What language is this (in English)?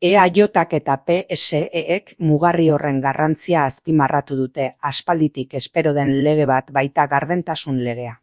Basque